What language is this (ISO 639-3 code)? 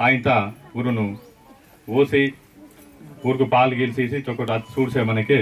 esg